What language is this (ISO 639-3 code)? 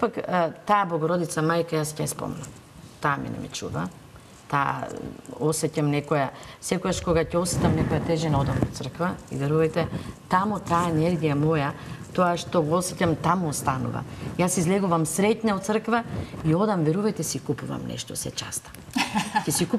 mkd